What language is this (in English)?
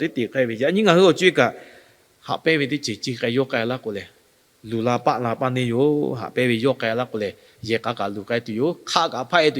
Lahu